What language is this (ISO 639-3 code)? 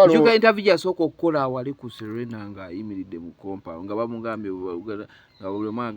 lug